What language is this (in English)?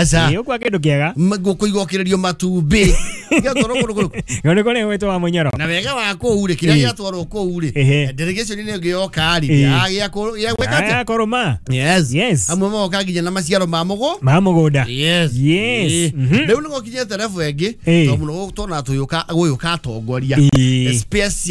Kikuyu